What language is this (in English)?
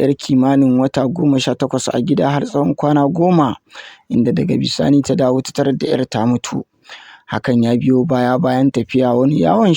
Hausa